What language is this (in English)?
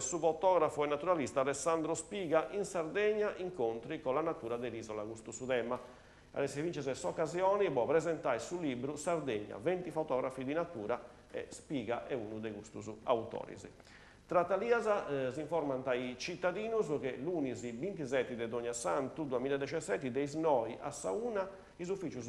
Sardinian